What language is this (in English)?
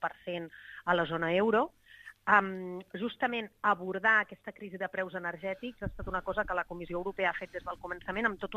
Catalan